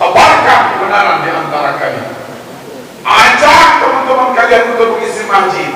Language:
Sasak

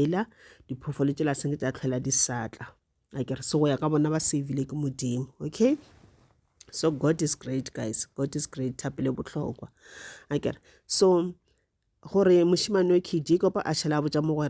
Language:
Northern Sotho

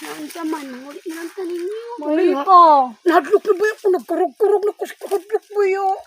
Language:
Cebuano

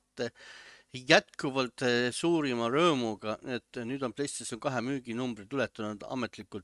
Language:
Estonian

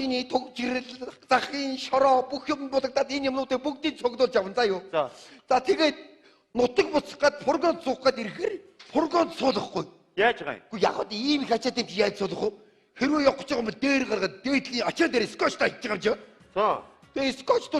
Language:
Mongolian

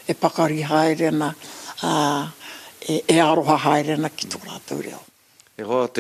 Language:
Māori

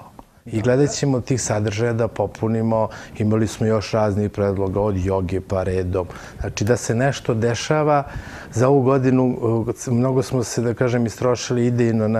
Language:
Serbian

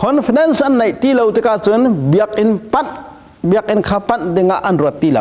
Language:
Hakha Chin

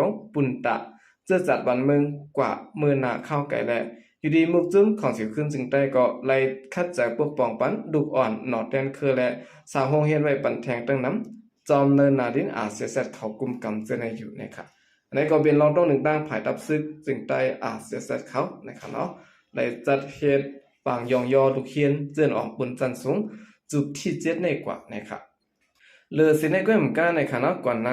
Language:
Shan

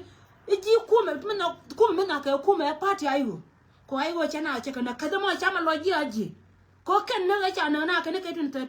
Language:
Nuer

